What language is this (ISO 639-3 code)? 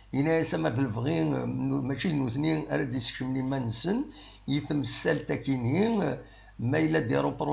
kab